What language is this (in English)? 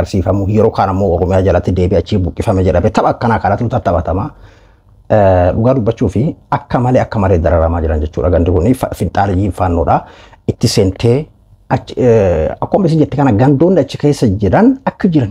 Oromo